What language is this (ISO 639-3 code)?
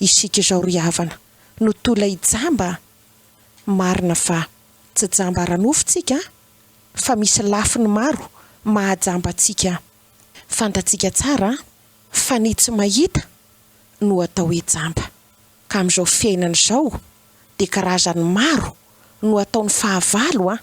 mlg